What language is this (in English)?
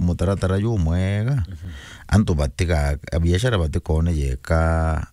Meru